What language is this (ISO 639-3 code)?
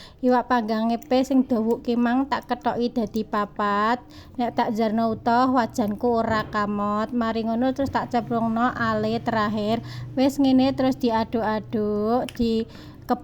jav